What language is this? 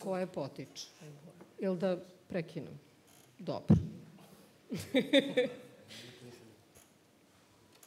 Serbian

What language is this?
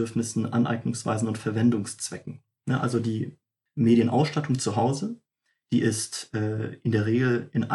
German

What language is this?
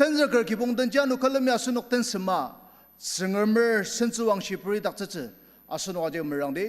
Ao Naga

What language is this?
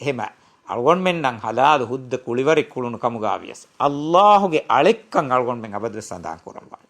Divehi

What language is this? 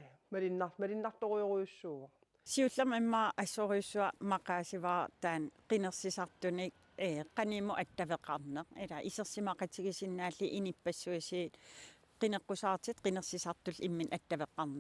Kalaallisut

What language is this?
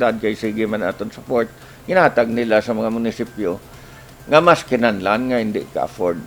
Hiligaynon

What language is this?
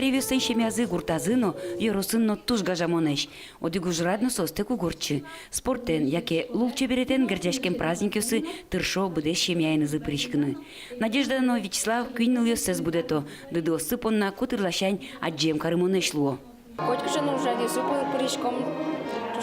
Udmurt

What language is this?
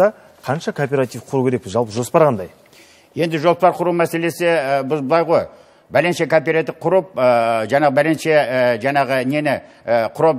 Kazakh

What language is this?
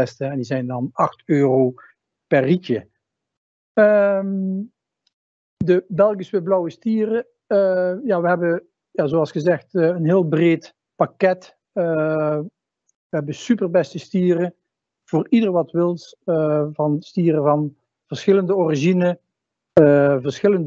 Dutch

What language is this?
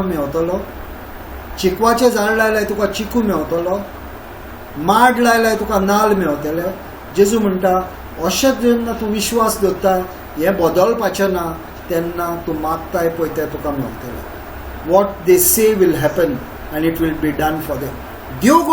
Konkani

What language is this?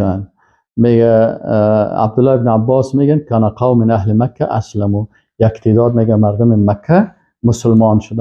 Persian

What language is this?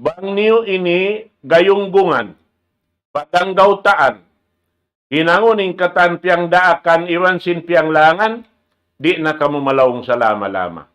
Tausug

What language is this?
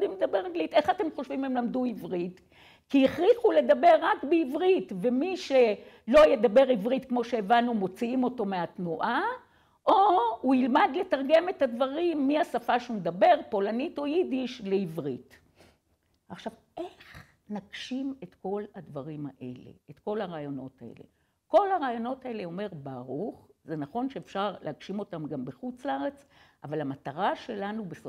Hebrew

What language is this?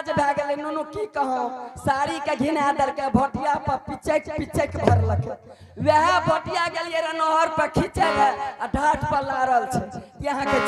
Angika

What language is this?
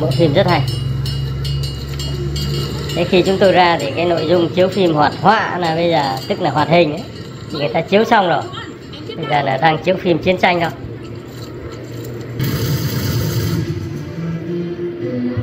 Vietnamese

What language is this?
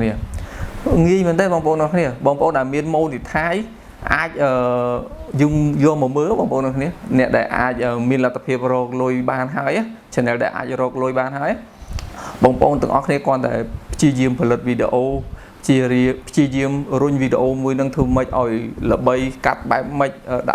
Khmer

